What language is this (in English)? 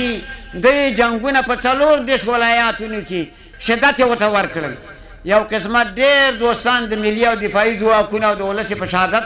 Pashto